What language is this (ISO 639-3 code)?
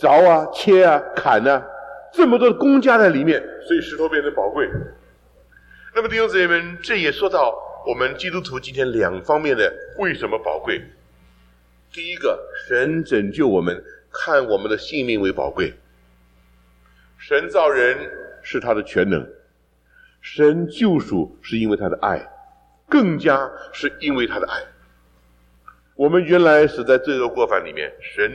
zho